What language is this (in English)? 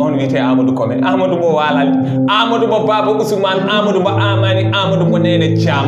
Fula